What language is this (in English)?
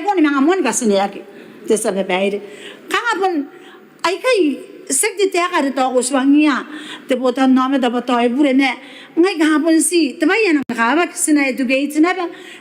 Gilbertese